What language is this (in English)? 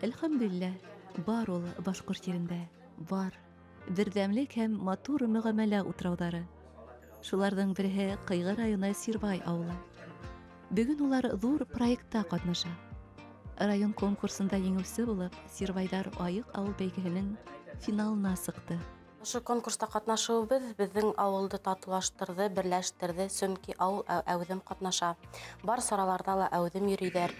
Bashkir